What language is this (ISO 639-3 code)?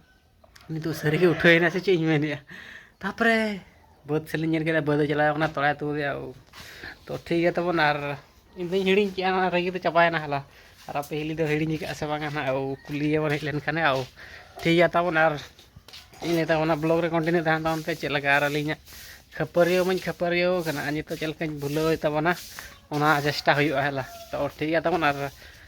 sat